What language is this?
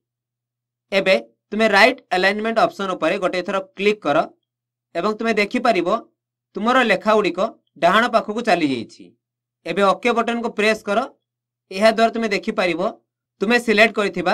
Odia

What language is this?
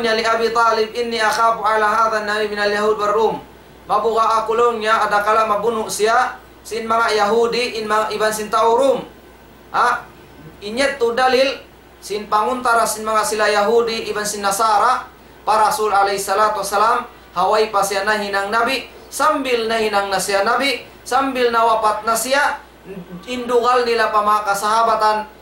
Tausug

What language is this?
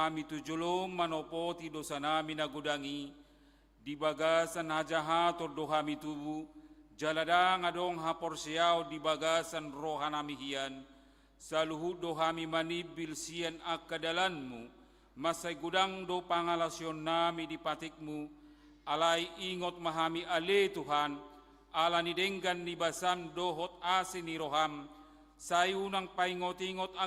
Batak Toba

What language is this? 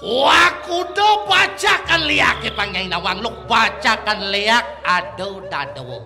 Balinese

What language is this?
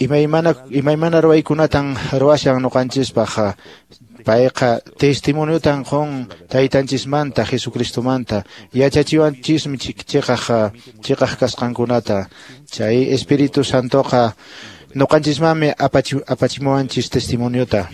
Quechua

